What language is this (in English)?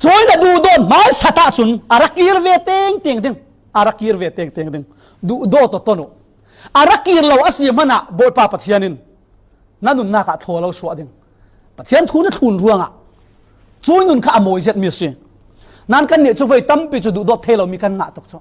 Falam Chin